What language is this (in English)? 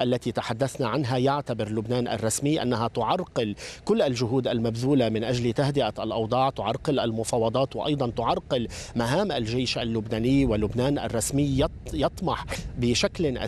Arabic